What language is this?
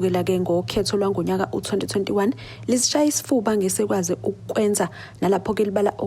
Zulu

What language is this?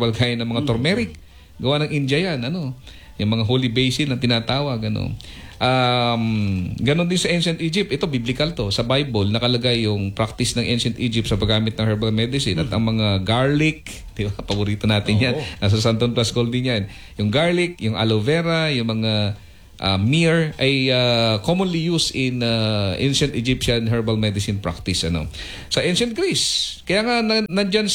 Filipino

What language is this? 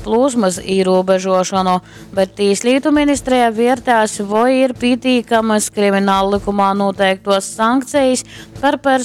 Latgalian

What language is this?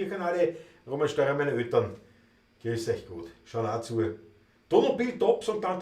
Bavarian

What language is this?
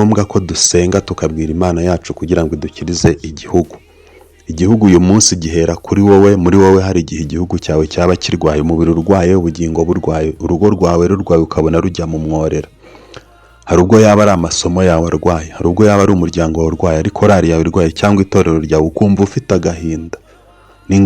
Kinyarwanda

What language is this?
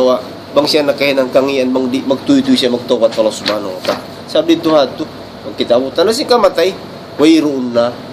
Tausug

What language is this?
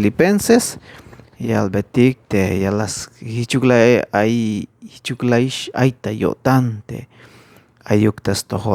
Tzeltal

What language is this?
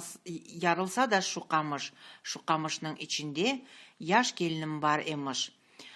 Crimean Tatar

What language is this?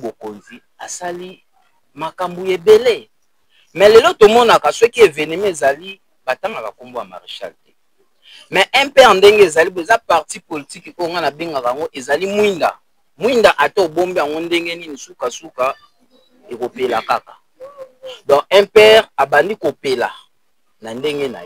Lingala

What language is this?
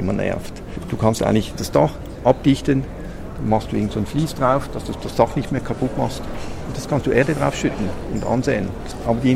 German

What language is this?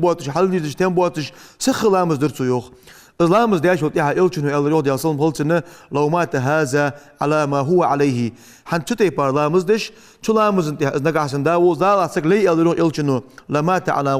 Ingush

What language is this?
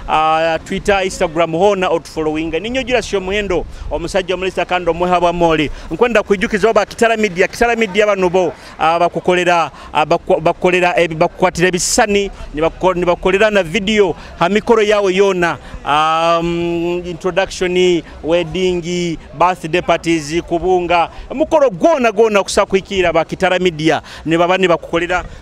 Nyoro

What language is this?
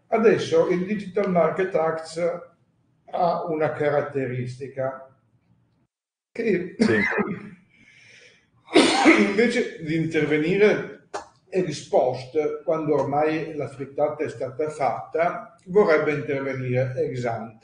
Italian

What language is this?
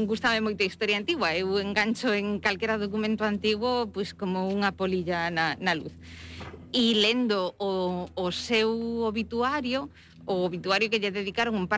Galician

